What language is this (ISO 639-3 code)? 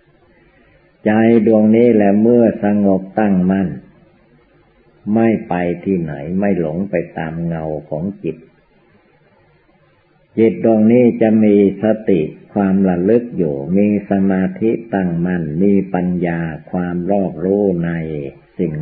tha